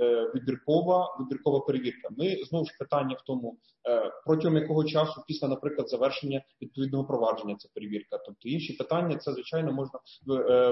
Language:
Ukrainian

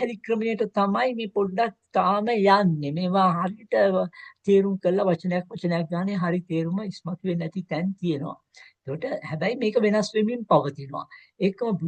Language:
Sinhala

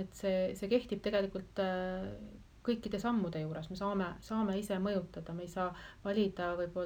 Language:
Estonian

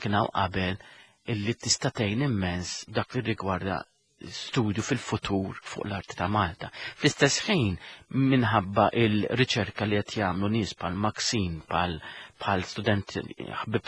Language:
Maltese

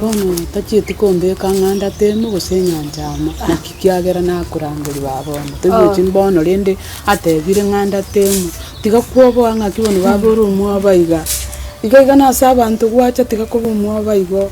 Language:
Gusii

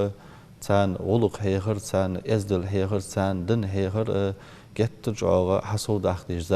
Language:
Ingush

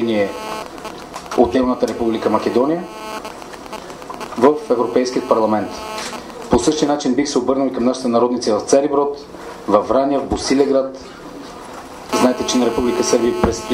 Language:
Bulgarian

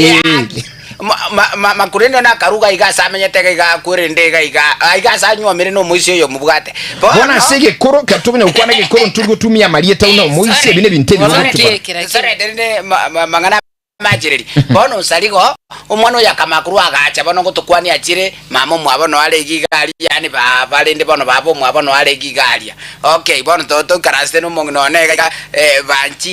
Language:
Gusii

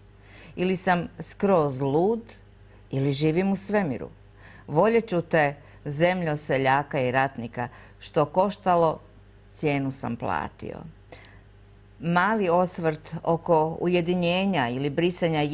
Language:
Croatian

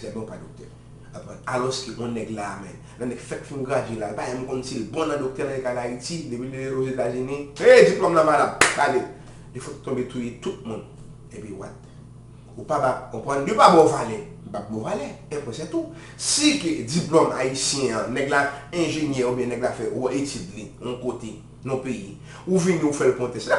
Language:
Haitian Creole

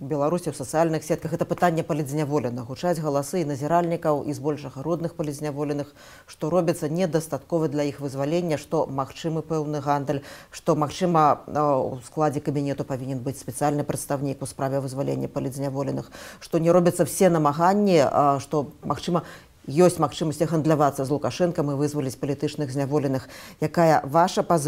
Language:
Belarusian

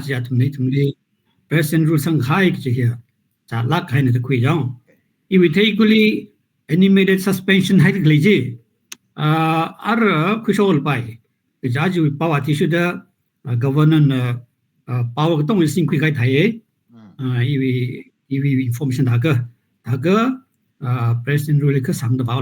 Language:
Tangkhul Naga (India)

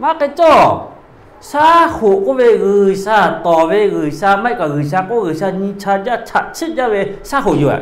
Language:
Lahu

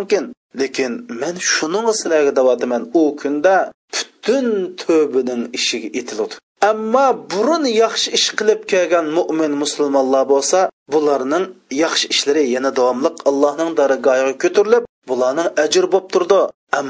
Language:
Uyghur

